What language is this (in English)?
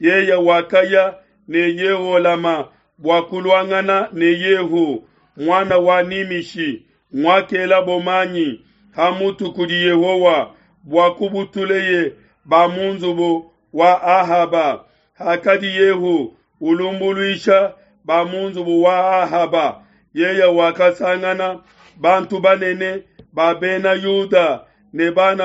Luba-Lulua